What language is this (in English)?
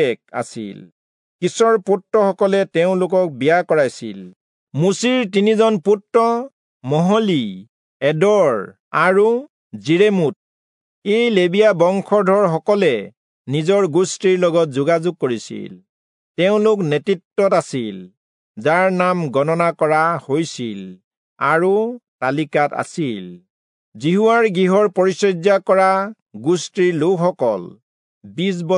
Assamese